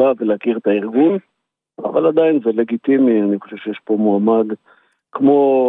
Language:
Hebrew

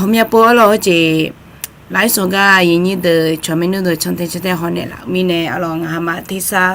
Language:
Akha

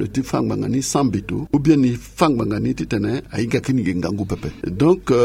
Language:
Sango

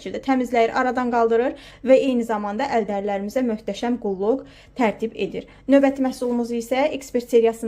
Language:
Azerbaijani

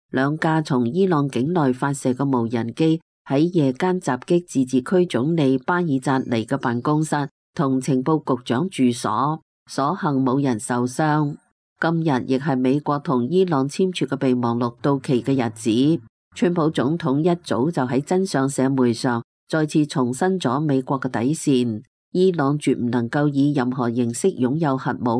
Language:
Cantonese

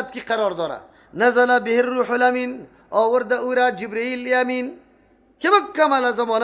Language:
Persian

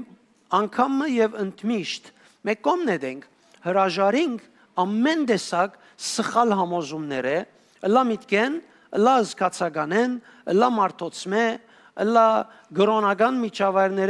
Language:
Western Armenian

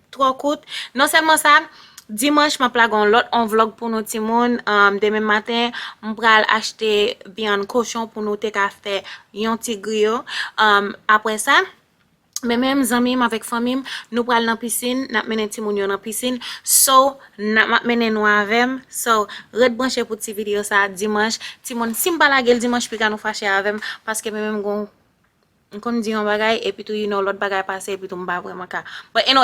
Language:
Haitian Creole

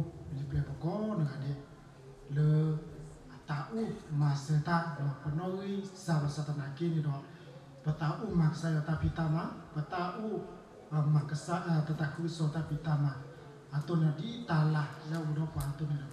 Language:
S'gaw Karen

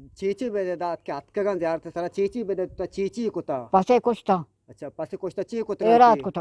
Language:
Eastern Balochi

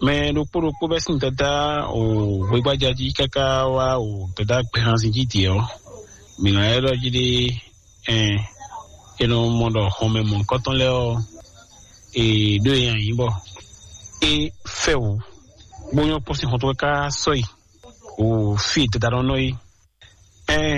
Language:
Fon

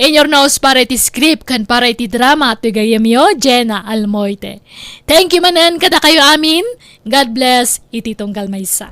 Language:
Iloko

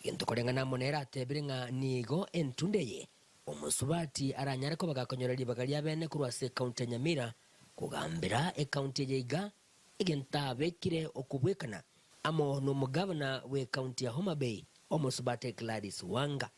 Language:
Gusii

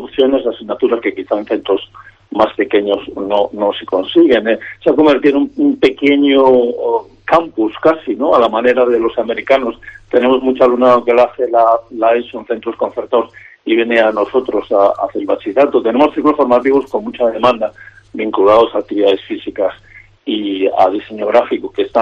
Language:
Spanish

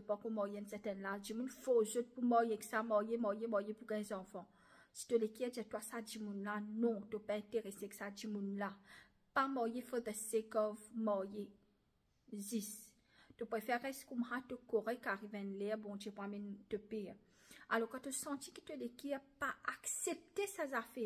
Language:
Morisyen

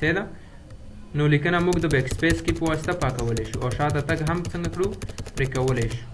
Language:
Pashto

